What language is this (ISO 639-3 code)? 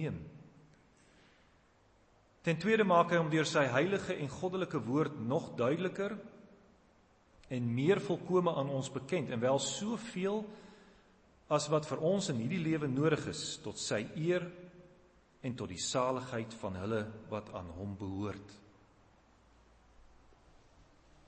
afr